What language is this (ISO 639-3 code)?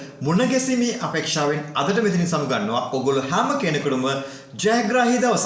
sin